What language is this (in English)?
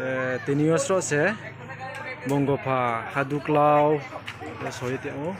Riang (India)